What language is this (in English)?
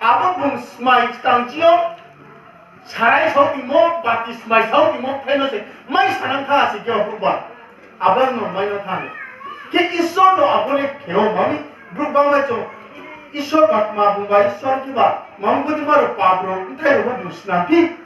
Riang (India)